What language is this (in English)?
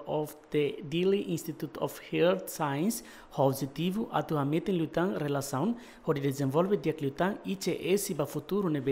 Tetum